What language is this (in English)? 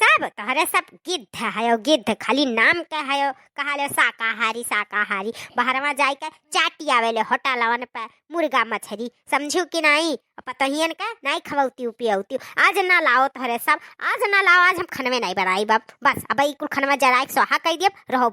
Awadhi